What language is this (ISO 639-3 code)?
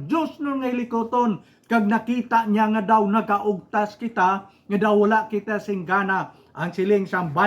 hil